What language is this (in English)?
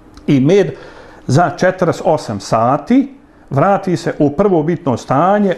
Bosnian